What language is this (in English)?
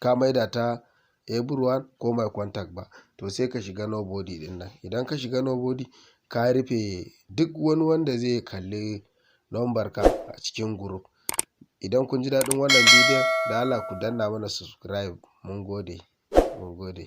Hausa